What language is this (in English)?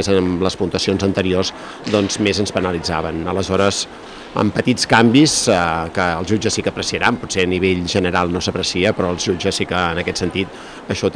Catalan